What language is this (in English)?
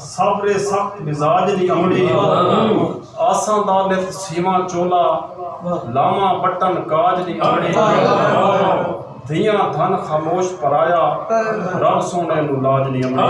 Saraiki